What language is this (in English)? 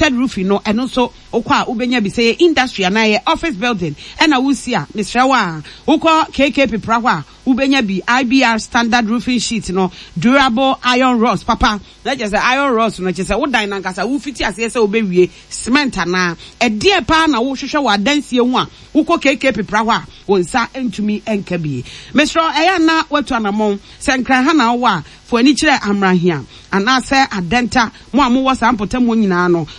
Akan